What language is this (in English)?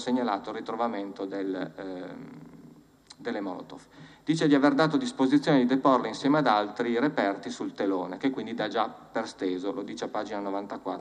Italian